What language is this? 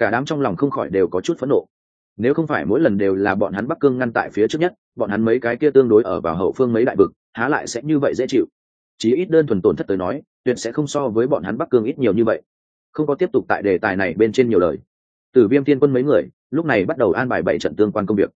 Vietnamese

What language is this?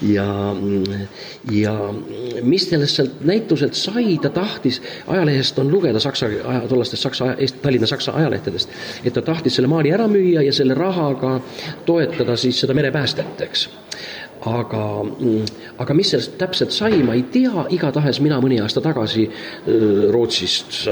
Estonian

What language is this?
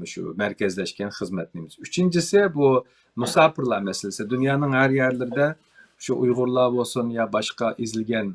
Uyghur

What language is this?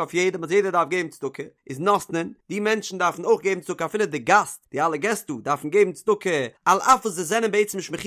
Yiddish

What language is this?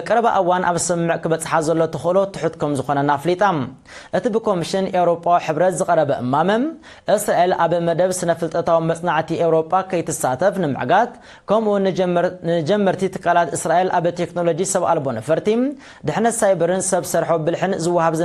Tigrinya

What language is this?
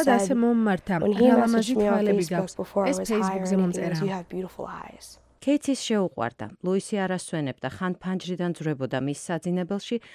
Georgian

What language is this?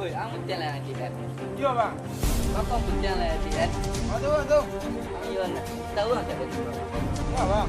Minangkabau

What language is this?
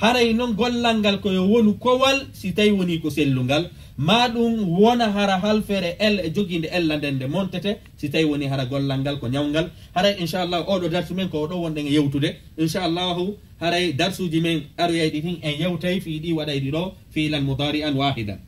Fula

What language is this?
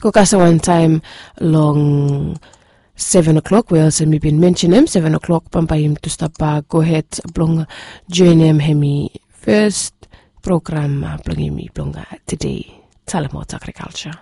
Bislama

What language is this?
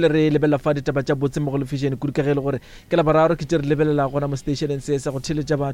Northern Sotho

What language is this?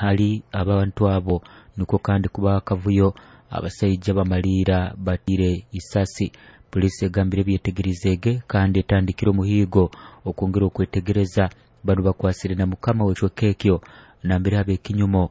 Nyoro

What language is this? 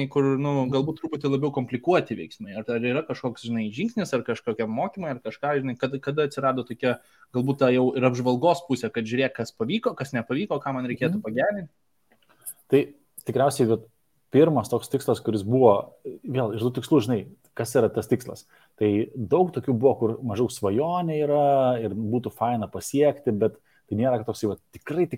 Lithuanian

